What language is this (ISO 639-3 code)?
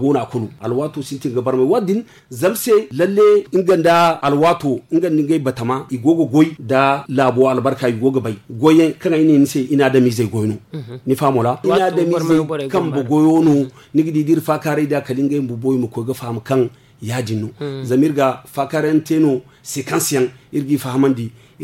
dje